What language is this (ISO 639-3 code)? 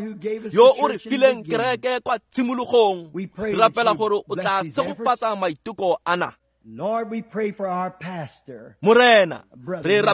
tsn